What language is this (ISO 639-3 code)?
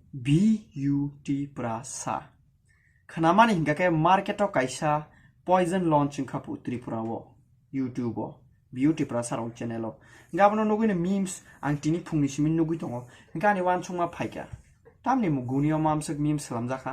trp